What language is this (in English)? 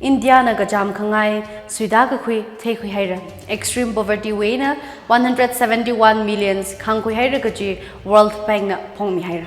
Tangkhul Naga (India)